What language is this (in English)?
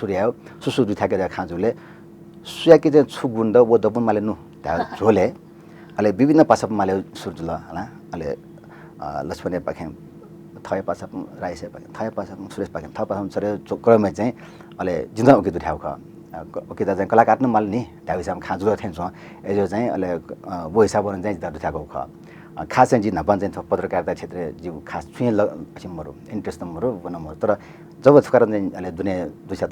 Newari